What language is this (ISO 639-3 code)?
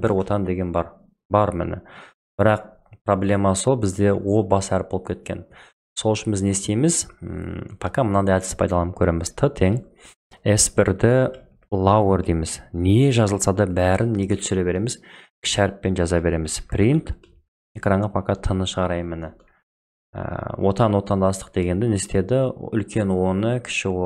kaz